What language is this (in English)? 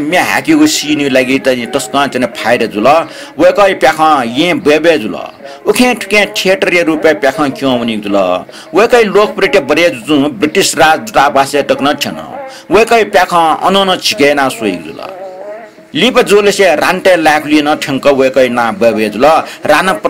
Newari